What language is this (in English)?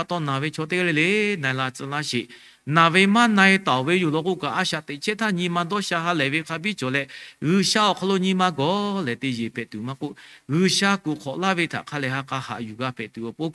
Lahu